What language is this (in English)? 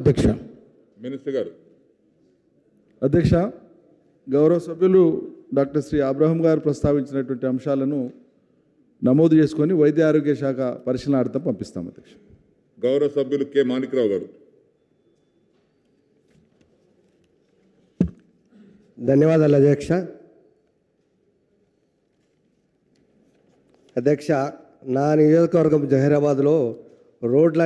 Telugu